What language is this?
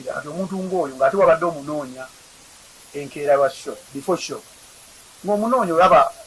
Ganda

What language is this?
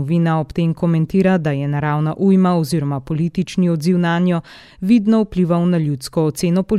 Slovenian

